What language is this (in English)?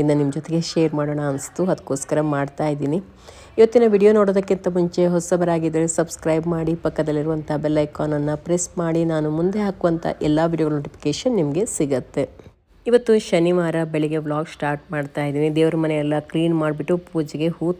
Kannada